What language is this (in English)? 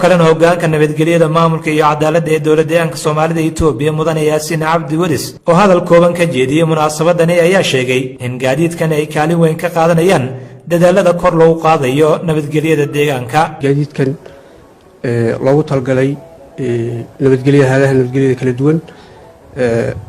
Somali